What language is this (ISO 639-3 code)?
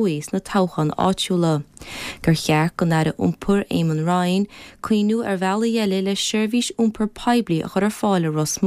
gle